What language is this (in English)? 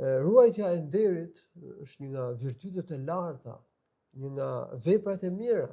Albanian